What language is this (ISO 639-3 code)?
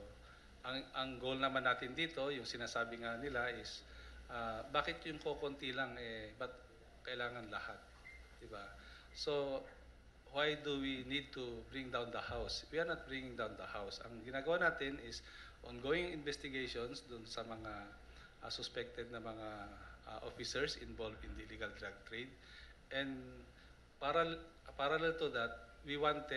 fil